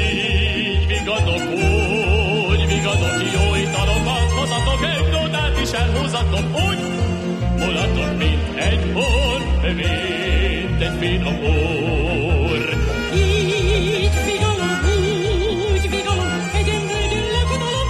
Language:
Hungarian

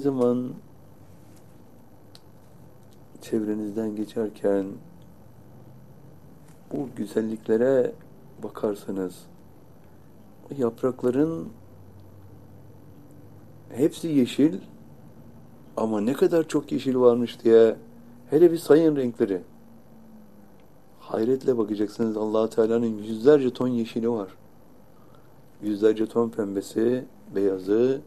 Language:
Turkish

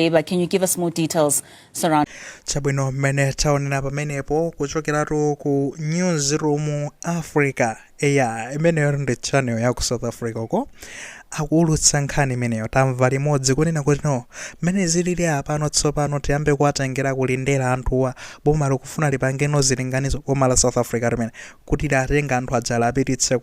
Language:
Nyanja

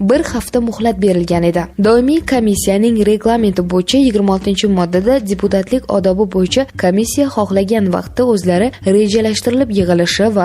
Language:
Uzbek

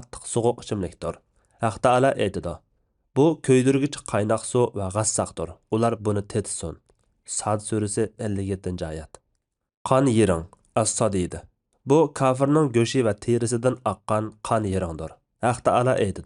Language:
Uyghur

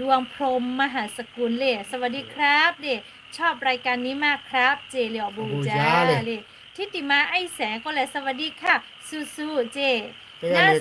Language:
Lahu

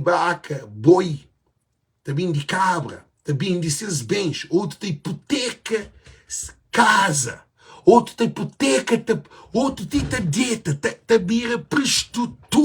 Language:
Kabuverdianu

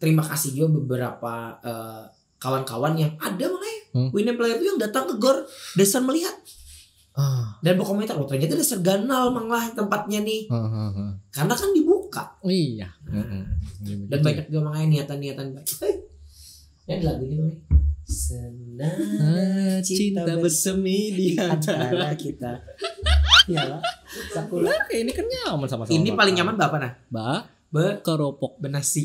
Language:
Banjar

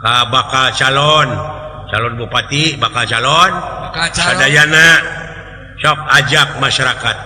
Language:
Sundanese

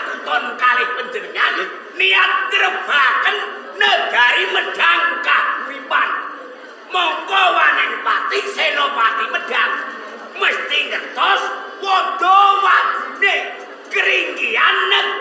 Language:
Javanese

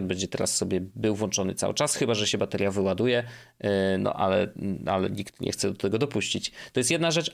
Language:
Polish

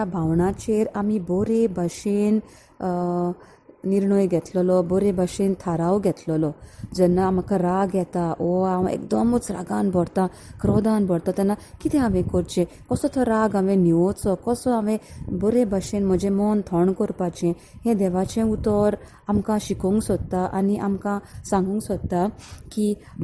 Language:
Konkani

